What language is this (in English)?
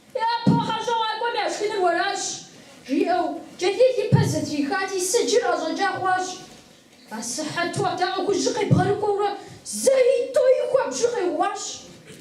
Kabardian